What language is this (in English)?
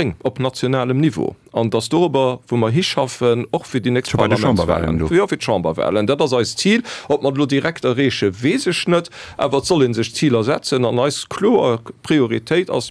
Luxembourgish